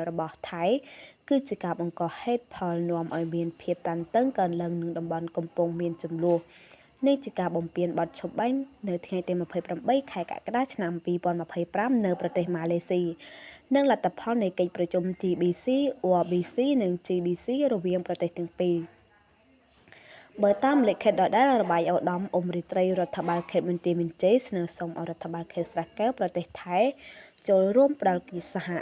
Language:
Khmer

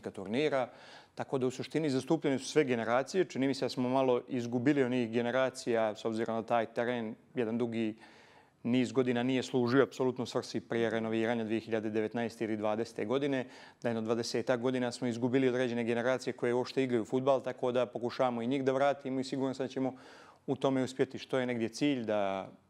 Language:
Bosnian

